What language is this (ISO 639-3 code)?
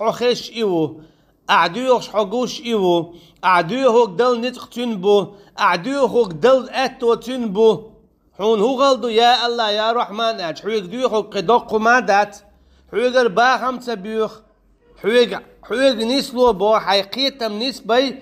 che